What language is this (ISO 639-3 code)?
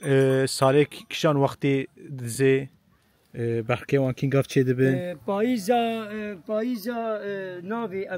kur